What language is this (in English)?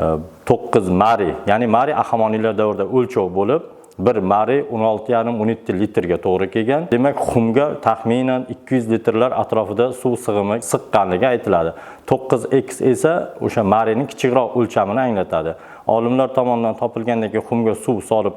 Uzbek